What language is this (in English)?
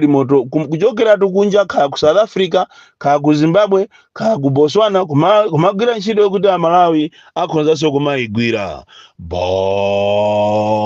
Nyanja